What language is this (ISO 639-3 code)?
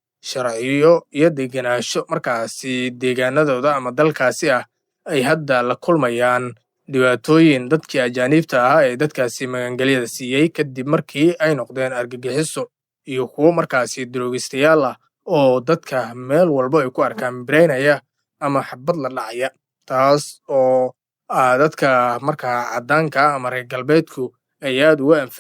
som